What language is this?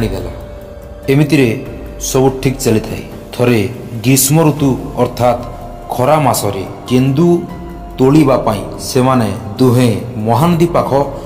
Odia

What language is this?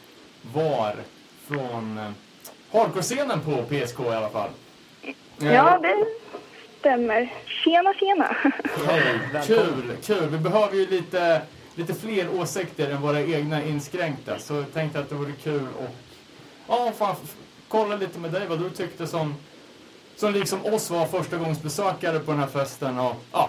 Swedish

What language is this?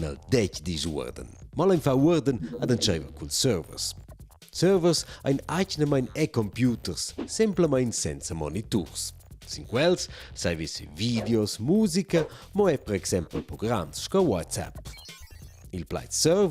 Romansh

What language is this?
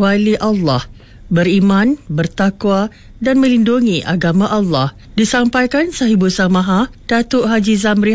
Malay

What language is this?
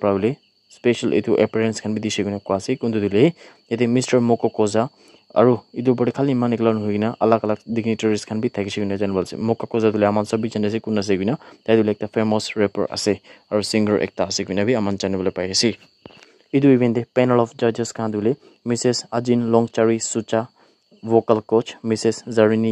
Naga Pidgin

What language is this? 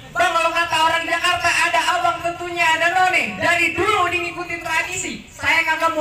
Betawi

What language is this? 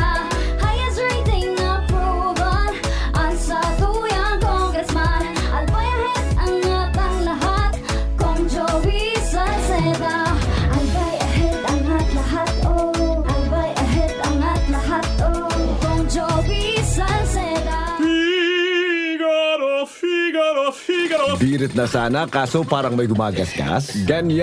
Bikol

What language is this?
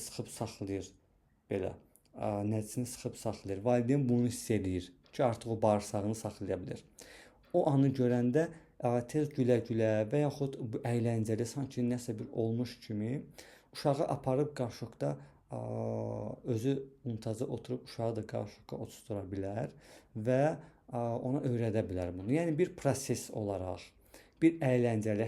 Azerbaijani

